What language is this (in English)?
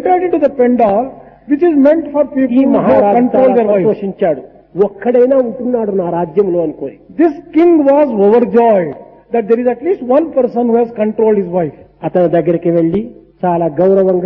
Telugu